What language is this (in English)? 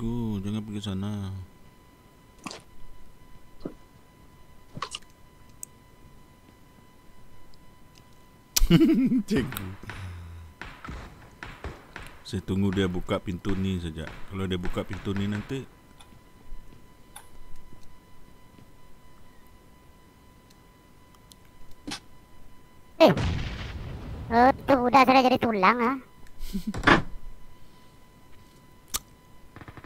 Malay